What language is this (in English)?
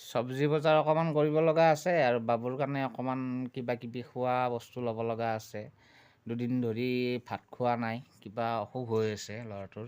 Assamese